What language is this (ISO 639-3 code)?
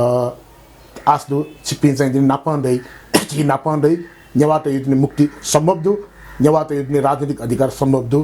new